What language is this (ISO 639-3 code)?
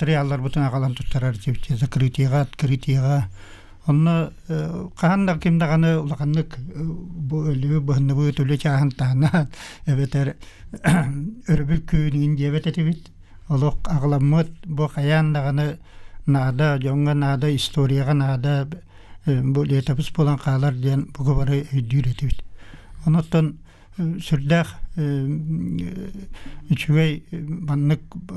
sah